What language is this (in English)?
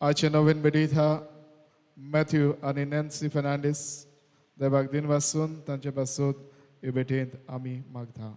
Konkani